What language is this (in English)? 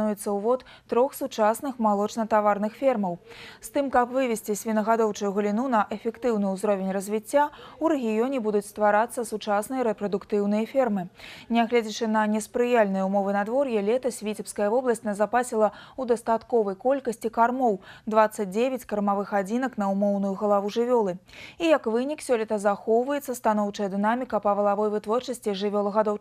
Belarusian